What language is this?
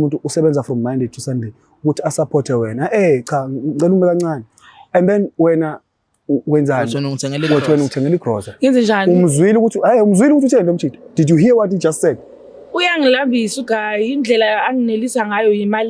Zulu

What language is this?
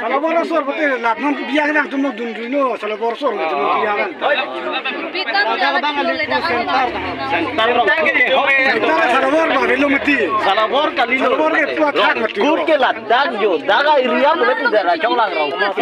Karbi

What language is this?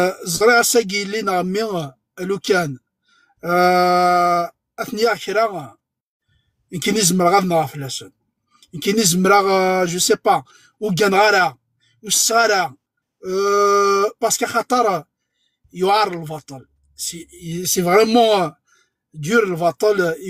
Kabyle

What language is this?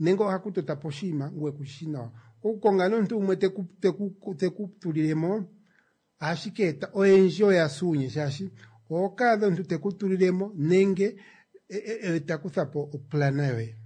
Kuanyama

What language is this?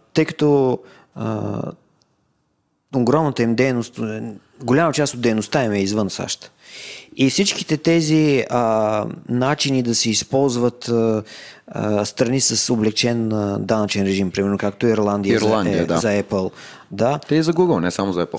Bulgarian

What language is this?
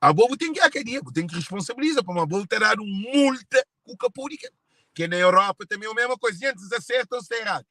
Kabuverdianu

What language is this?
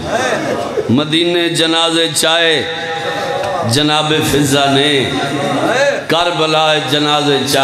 Urdu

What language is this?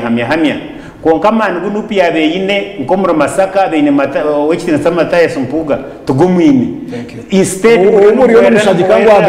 Nyankole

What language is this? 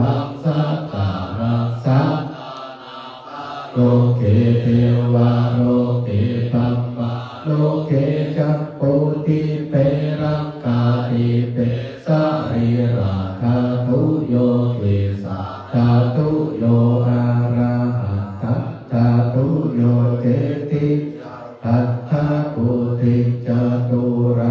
Pali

